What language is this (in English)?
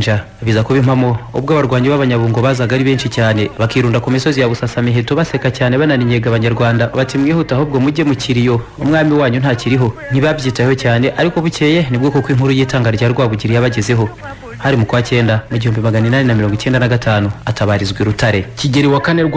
Kinyarwanda